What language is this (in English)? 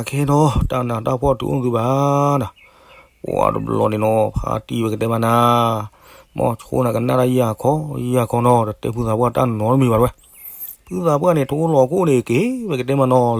S'gaw Karen